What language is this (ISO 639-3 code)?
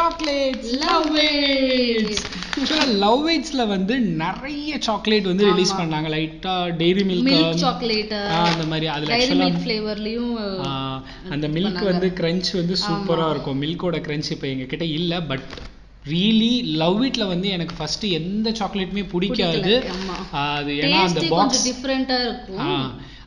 tam